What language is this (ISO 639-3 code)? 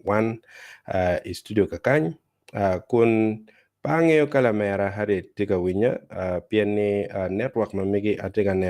ach